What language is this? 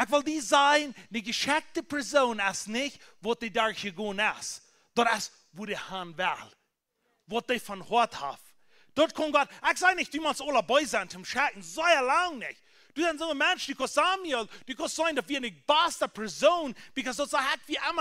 Plautdietsch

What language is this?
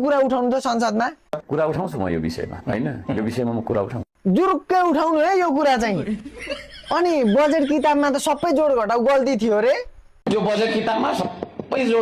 Nepali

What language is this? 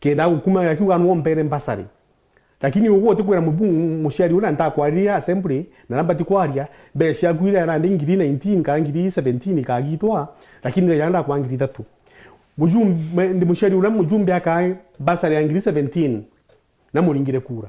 Meru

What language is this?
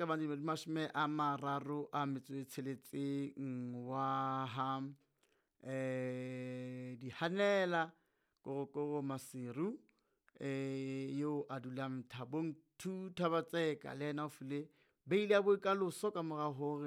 Southern Sotho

